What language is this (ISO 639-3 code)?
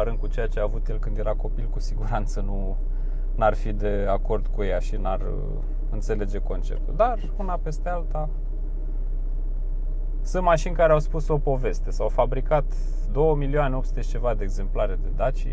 ron